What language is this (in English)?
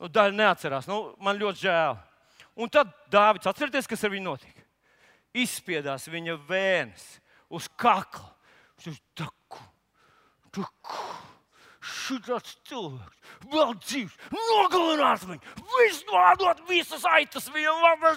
Latvian